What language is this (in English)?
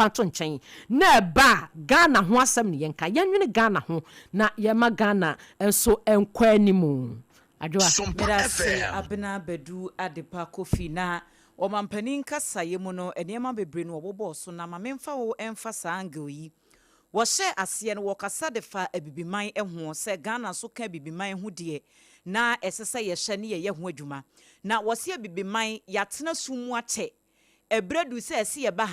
Akan